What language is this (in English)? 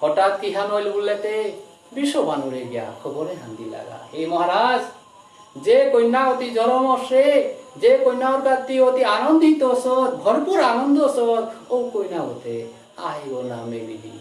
Bishnupriya